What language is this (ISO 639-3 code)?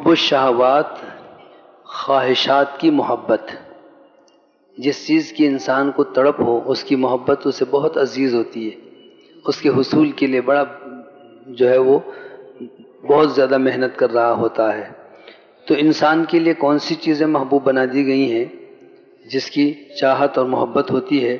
urd